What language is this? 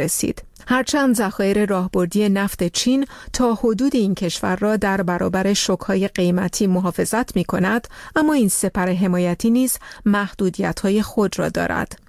Persian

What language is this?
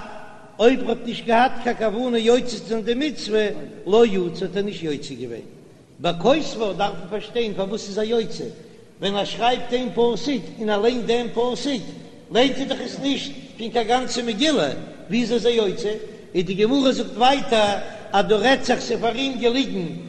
Yiddish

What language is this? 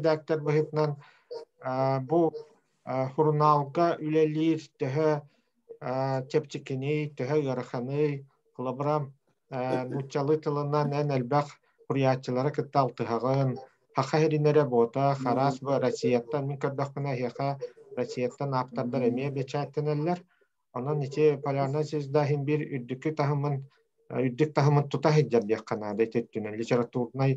Yakut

